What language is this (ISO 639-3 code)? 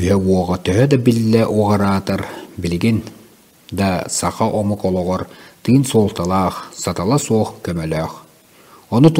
sah